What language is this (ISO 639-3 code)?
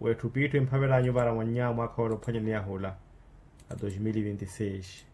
vmw